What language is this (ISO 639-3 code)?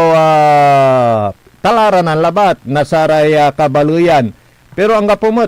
pag